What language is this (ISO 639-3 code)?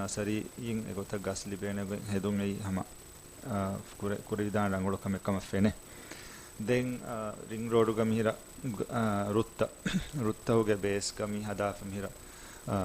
div